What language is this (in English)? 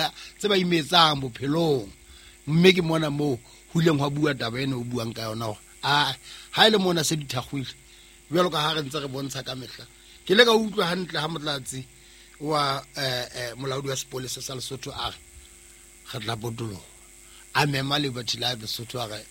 Southern Sotho